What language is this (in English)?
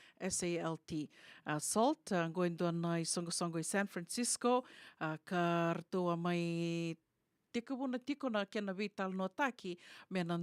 Fijian